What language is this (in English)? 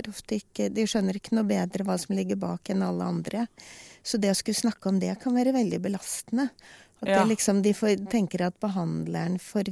Norwegian